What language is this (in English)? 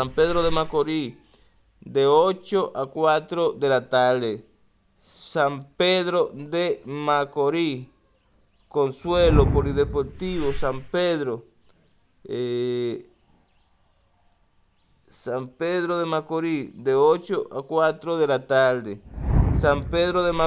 Spanish